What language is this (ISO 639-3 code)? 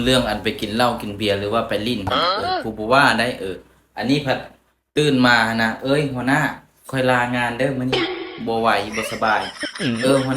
tts